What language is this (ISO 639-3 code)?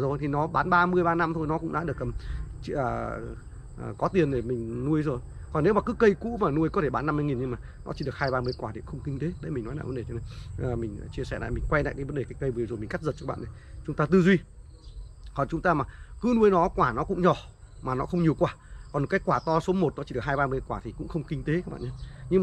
vie